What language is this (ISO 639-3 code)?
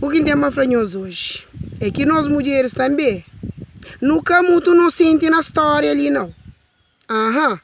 kea